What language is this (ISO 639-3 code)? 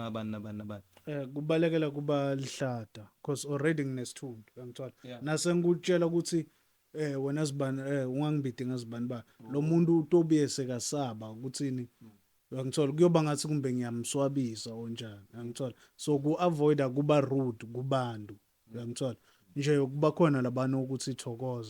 zul